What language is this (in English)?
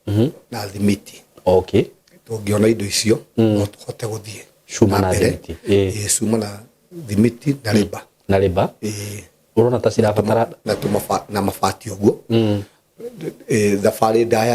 Kikuyu